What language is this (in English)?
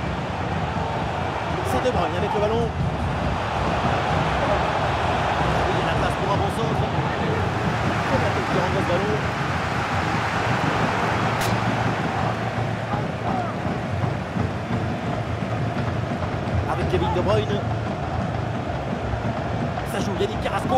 French